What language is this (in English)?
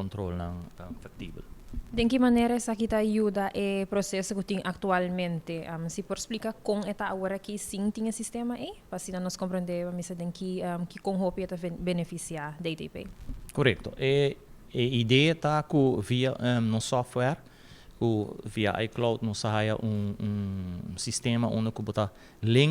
Papiamento